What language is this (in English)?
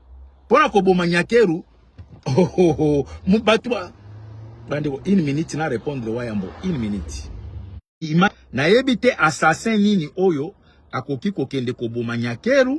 Lingala